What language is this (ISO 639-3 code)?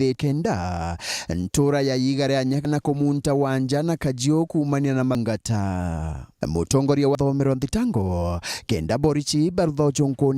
mer